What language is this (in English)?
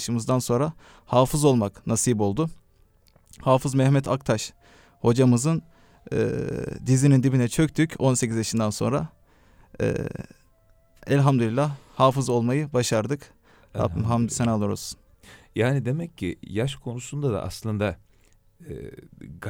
Turkish